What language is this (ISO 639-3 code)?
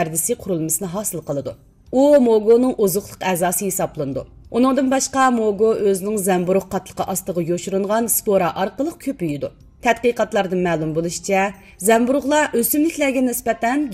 uig